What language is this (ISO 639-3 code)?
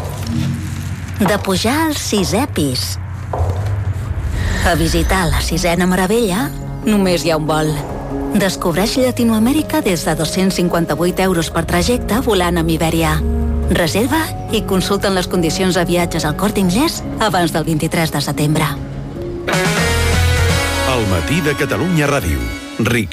cat